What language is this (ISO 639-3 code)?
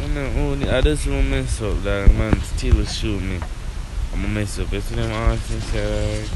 jam